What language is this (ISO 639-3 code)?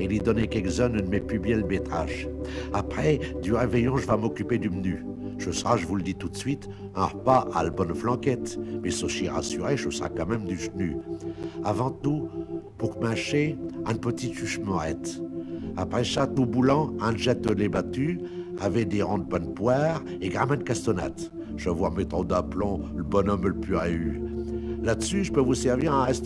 pcd